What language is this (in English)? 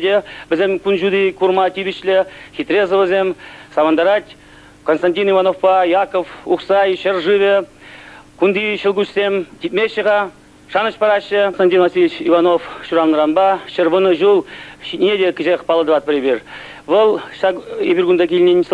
Chuvash